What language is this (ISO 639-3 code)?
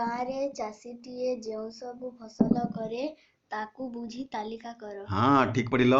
ori